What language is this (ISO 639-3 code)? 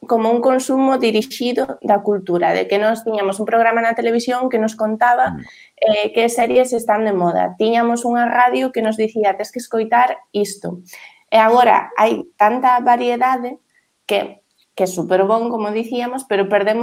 glg